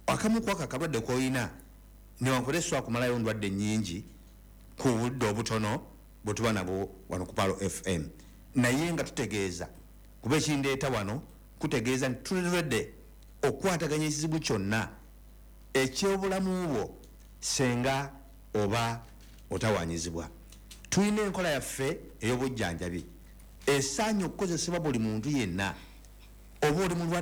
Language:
Ganda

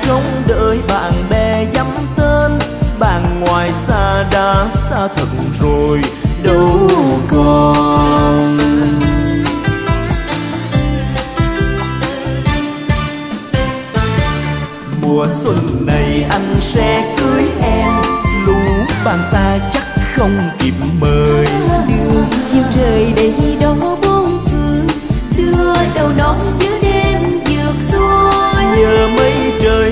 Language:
Vietnamese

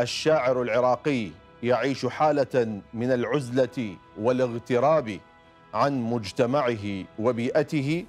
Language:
Mesopotamian Arabic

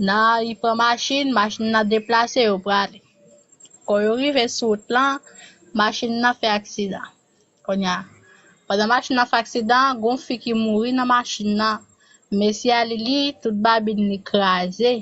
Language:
Haitian Creole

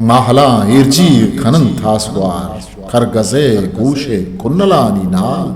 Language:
Eastern Balochi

